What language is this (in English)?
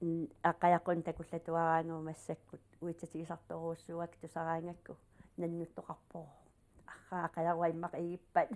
Kalaallisut